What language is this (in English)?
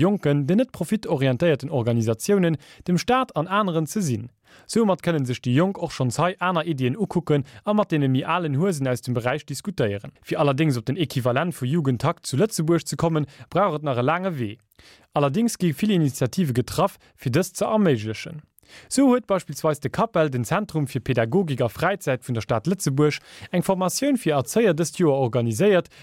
Luxembourgish